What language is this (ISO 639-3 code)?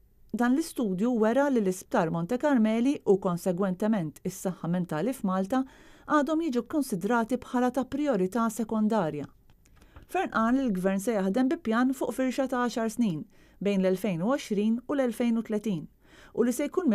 mlt